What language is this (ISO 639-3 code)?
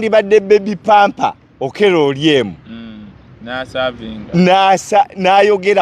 lug